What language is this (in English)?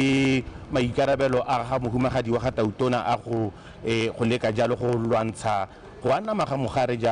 Tswana